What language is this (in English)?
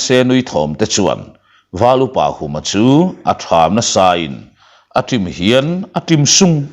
Mizo